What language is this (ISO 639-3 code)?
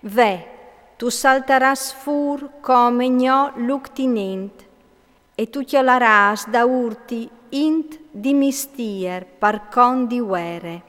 fur